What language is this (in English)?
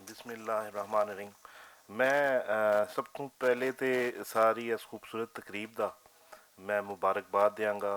Western Panjabi